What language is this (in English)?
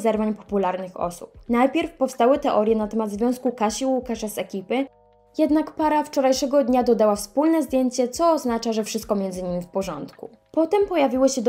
Polish